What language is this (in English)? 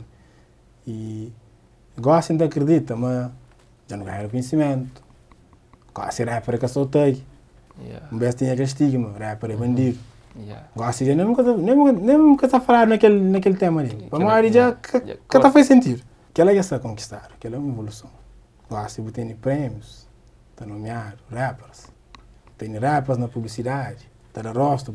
Kabuverdianu